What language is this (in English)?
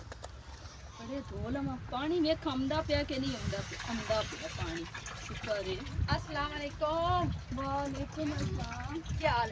Punjabi